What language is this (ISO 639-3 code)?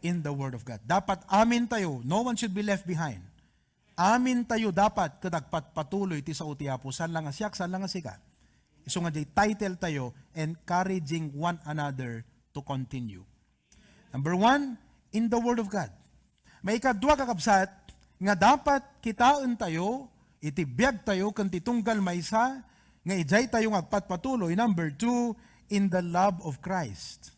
ilo